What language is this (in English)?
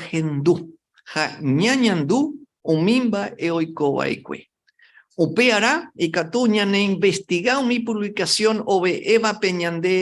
Guarani